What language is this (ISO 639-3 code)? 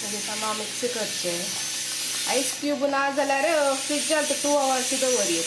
kok